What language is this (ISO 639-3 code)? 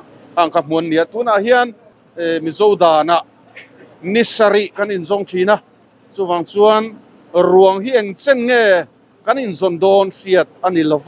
lus